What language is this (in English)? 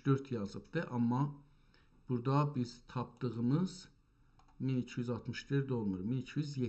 South Azerbaijani